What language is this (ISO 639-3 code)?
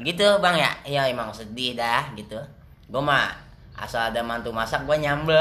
bew